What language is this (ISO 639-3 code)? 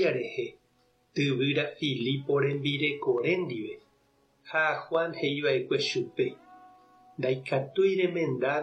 grn